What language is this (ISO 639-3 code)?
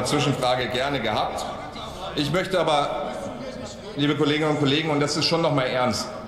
deu